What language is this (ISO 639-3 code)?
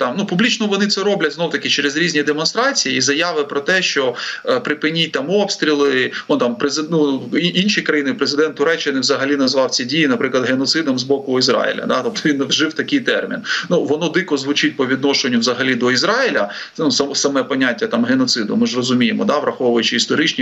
ukr